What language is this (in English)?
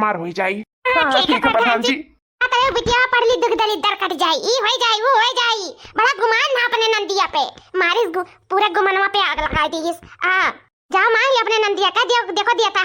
Awadhi